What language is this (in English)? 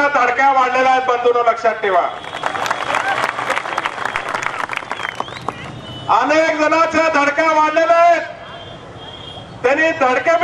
Marathi